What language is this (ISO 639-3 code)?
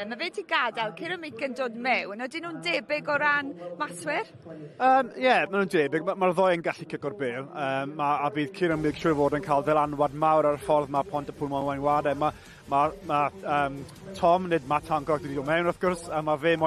cym